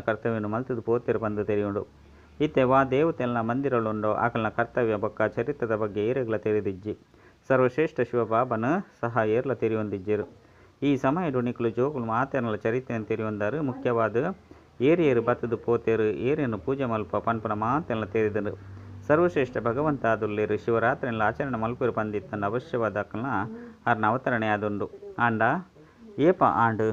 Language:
Tulu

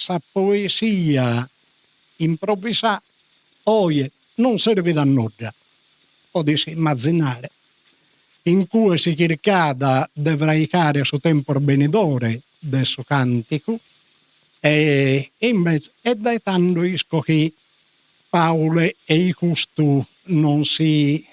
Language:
Sardinian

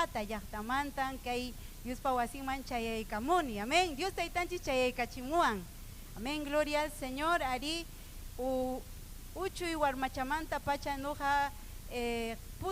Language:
Ayacucho Quechua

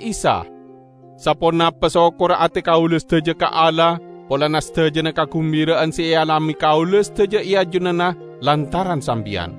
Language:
Madurese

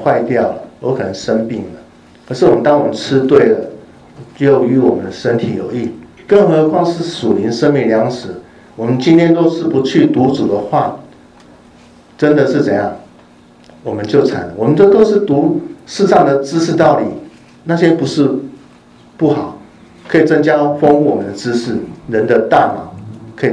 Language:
Chinese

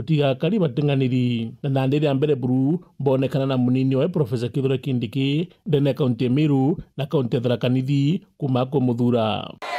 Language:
Meru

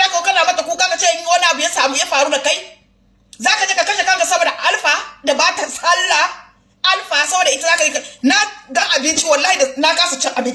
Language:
Hausa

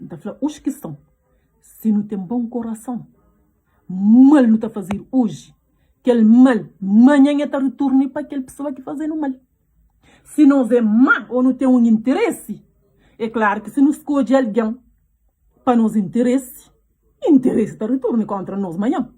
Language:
Kabuverdianu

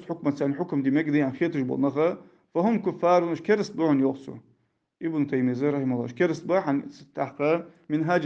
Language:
Ingush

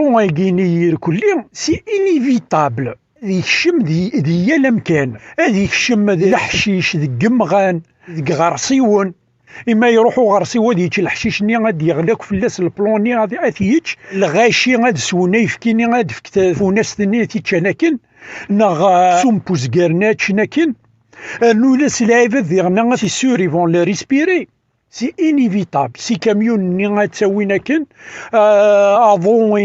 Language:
Kabyle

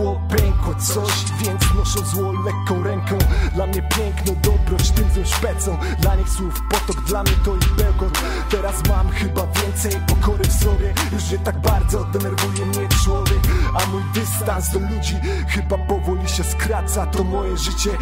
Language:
Polish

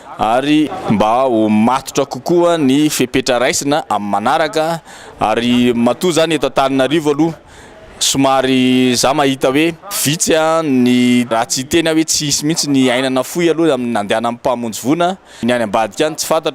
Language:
Malagasy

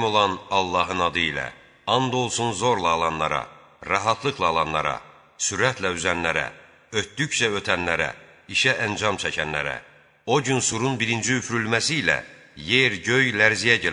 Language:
Azerbaijani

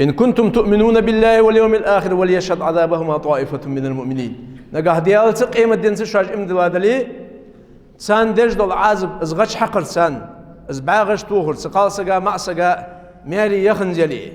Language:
Ingush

